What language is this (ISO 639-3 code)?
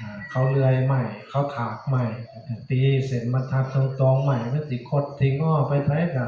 tts